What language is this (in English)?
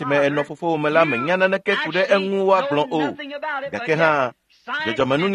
Ewe